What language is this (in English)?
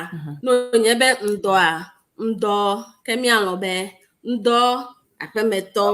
Ewe